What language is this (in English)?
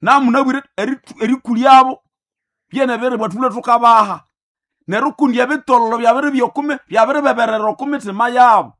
Nande